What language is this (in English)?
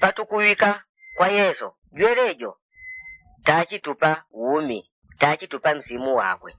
Yao